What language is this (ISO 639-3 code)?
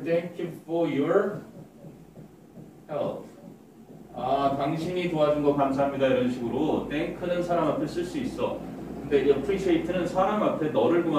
kor